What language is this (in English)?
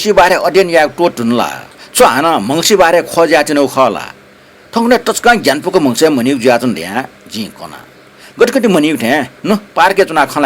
Newari